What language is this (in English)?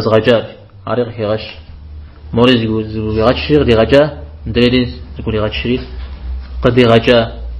Kabardian